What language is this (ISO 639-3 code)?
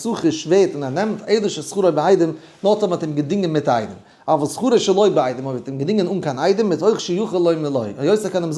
yid